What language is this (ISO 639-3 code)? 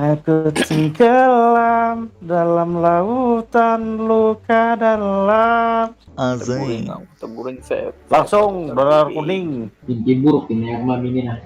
bjn